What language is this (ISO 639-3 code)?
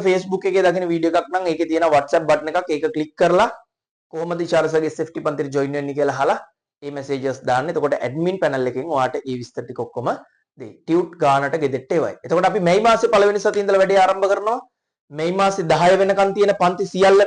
sin